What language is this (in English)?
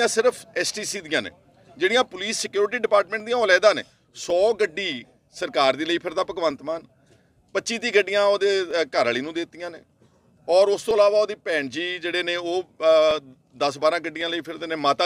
Punjabi